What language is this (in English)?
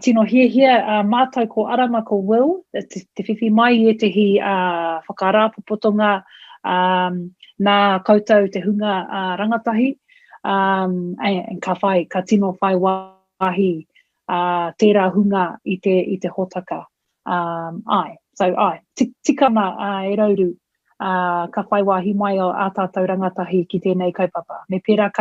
Māori